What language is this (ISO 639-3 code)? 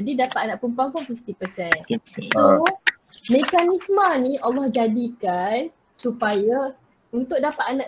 msa